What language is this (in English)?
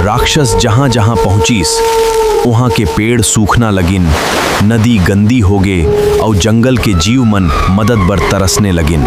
Chhattisgarhi